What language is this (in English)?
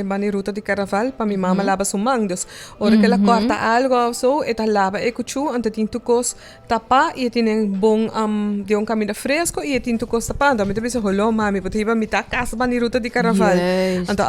Papiamento